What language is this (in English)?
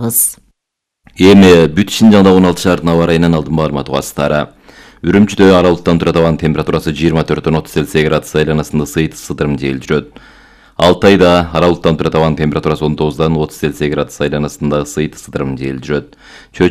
Kyrgyz